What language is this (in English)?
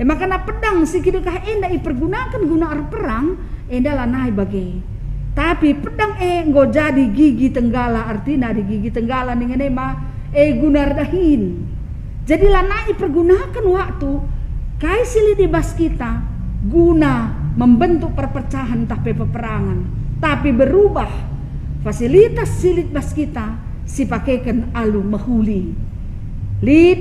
Batak Karo